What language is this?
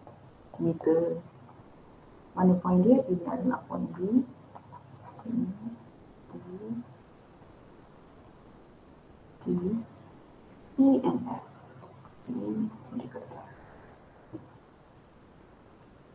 Malay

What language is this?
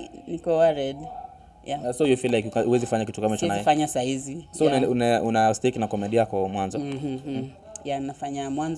Swahili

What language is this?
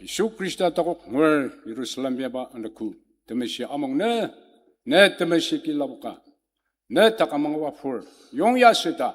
Ao Naga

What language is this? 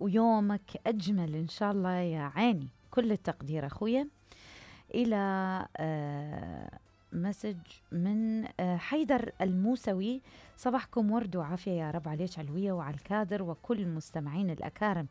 Mesopotamian Arabic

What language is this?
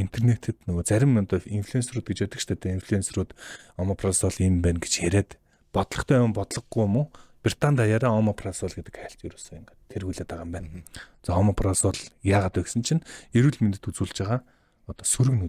Mongolian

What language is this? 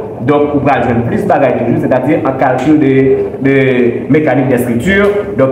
Haitian Creole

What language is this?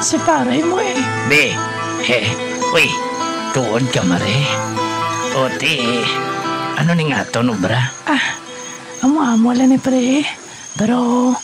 Hiligaynon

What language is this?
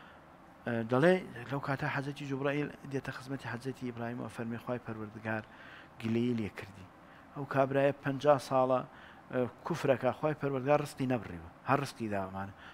Central Kurdish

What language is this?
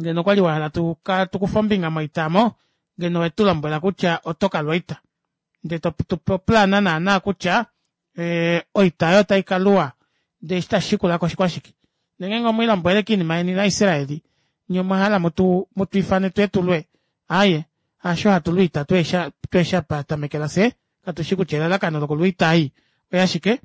Kuanyama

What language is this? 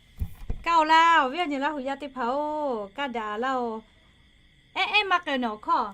Lahu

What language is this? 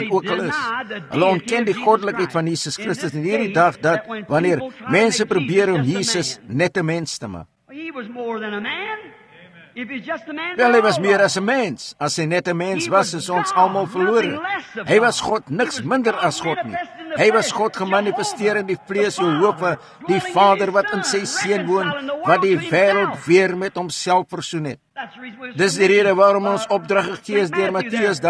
Afrikaans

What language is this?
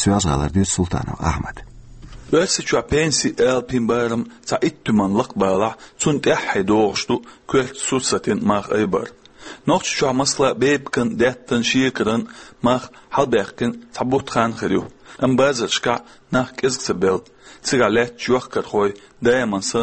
Chechen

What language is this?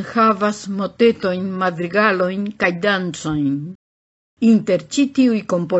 Esperanto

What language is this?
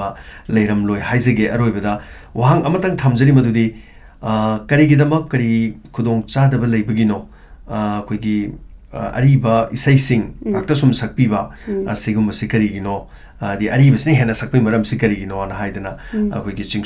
Manipuri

